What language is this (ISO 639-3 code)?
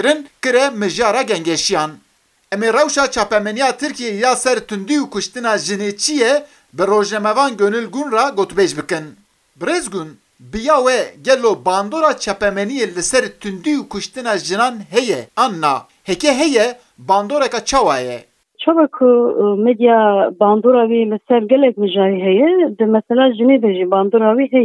kur